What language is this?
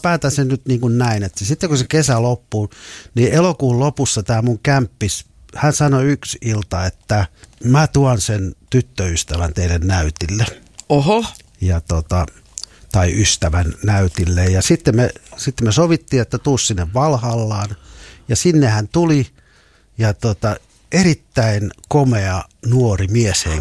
Finnish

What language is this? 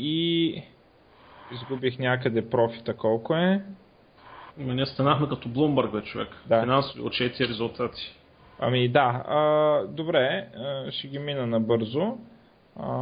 Bulgarian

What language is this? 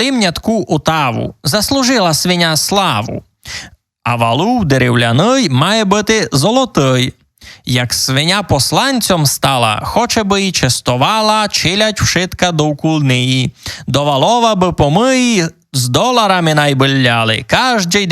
Rusyn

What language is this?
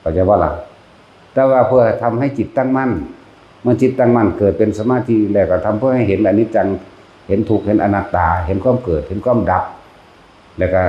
Northeastern Thai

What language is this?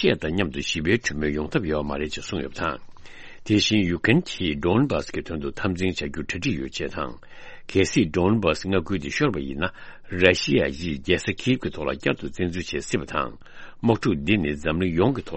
Tibetan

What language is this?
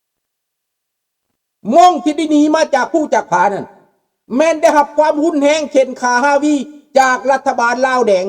Lao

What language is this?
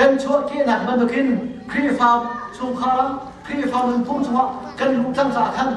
Hakha Chin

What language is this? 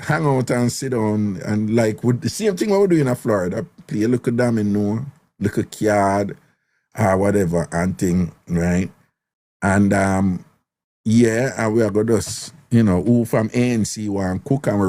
Jamaican Creole English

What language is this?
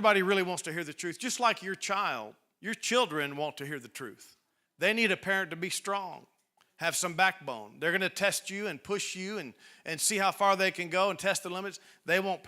English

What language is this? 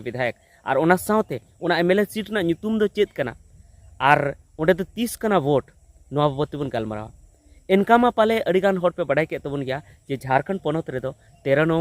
Santali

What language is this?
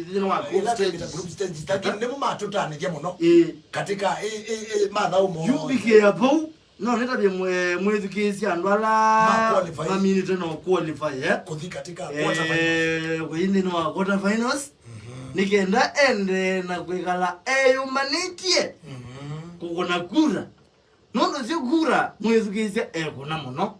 Kamba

